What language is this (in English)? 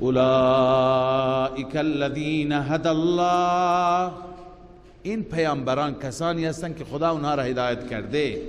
Persian